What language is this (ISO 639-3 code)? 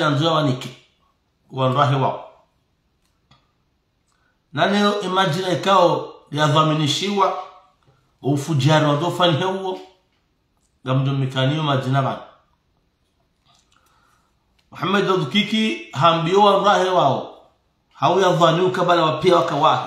swa